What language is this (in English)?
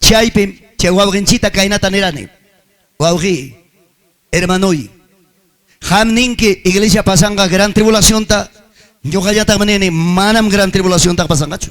Ayacucho Quechua